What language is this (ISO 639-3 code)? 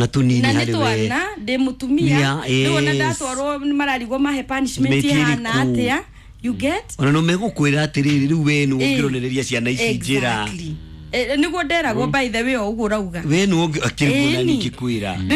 kik